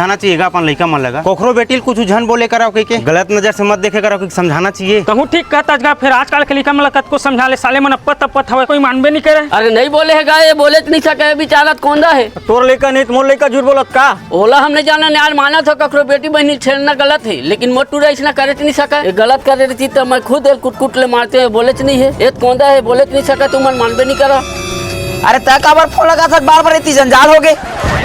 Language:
Chhattisgarhi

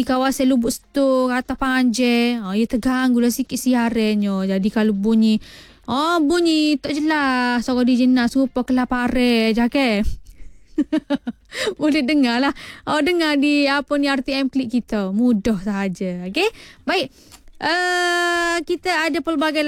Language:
Malay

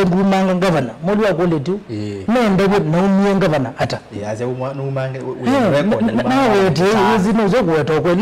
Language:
Kamba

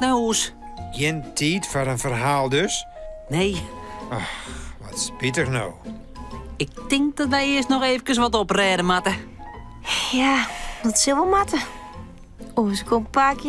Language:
Western Frisian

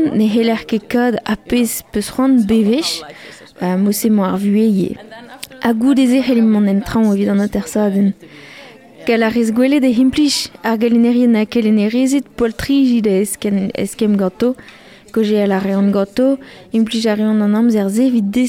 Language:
Breton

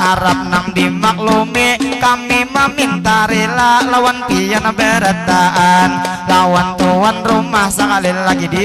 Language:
Banjar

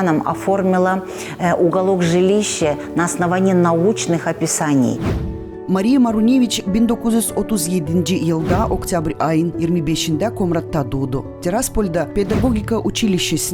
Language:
Gagauz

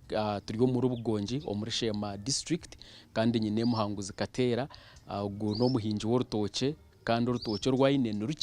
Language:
Nyankole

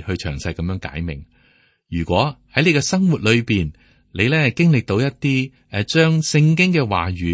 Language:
Cantonese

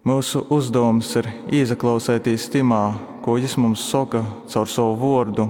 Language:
Latgalian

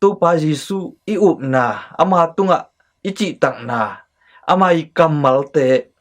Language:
Tedim Chin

